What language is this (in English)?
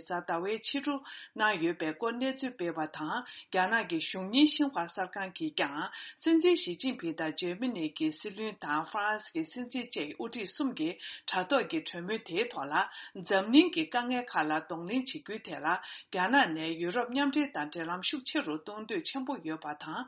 Tibetan